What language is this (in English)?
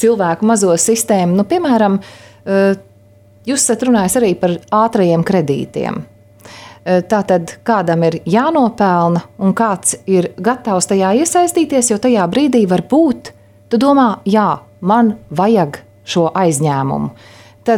Latvian